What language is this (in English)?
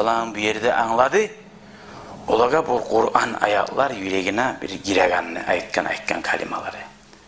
Kumyk